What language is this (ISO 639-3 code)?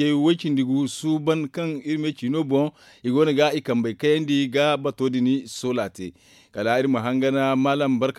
dje